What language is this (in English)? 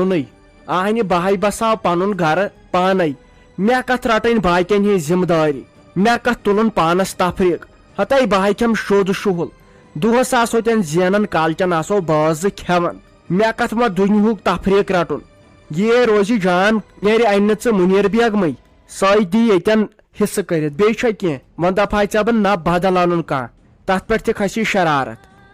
Kashmiri